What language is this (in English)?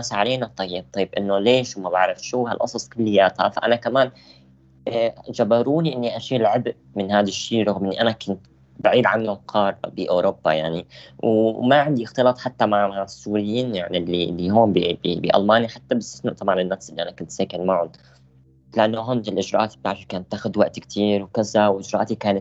North Levantine Arabic